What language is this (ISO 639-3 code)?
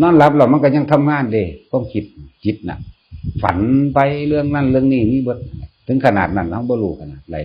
tts